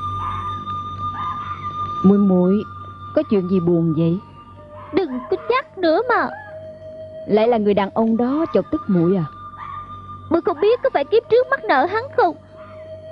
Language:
Vietnamese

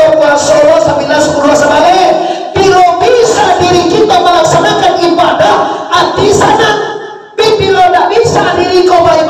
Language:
Minangkabau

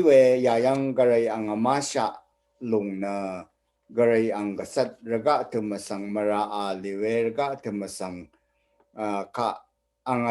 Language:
Rawang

